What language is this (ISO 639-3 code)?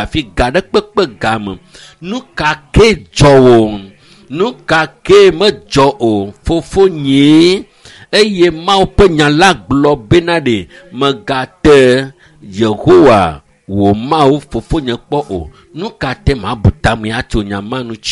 ewe